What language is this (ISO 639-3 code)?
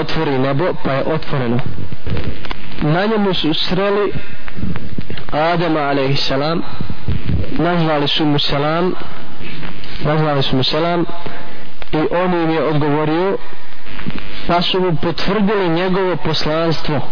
bos